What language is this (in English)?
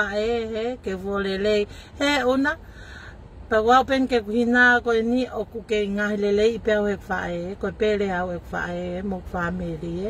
Tongan